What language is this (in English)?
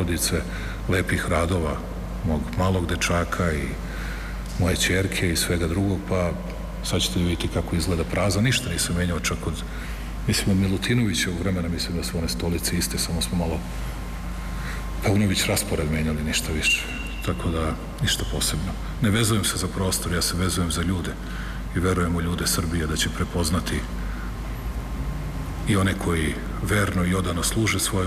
Serbian